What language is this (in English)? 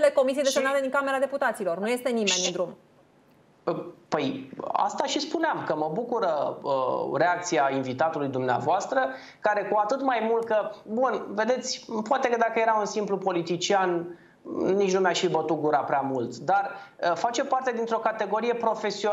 Romanian